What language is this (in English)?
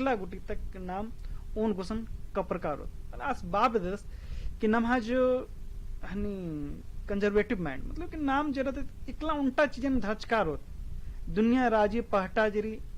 Kurukh